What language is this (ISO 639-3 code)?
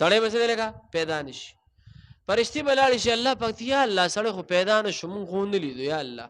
pus